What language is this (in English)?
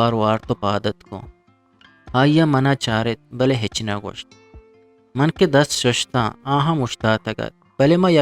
Eastern Balochi